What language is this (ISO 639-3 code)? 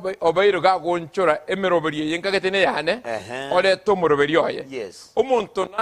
guz